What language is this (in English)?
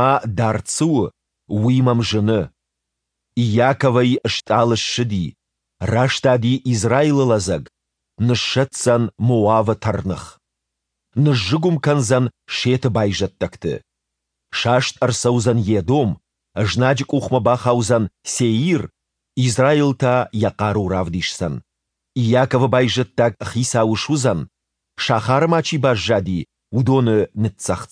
Ossetic